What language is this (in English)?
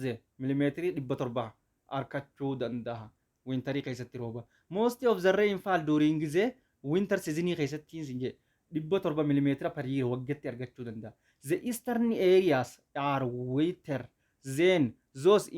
Oromo